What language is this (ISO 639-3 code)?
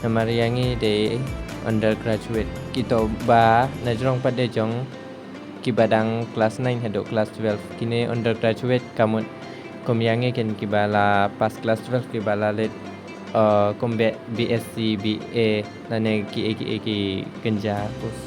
kha